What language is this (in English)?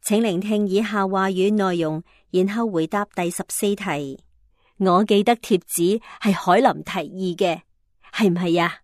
Cantonese